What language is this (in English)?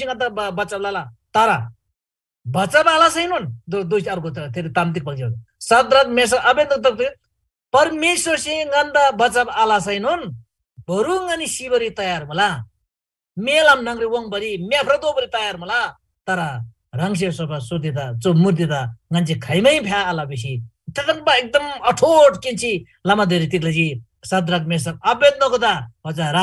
Eastern Tamang